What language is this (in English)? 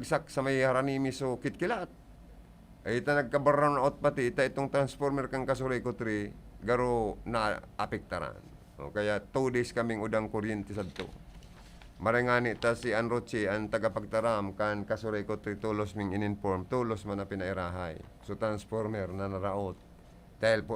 Bikol